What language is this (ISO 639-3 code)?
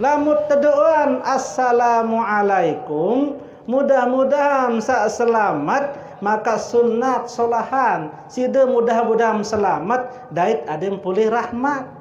sas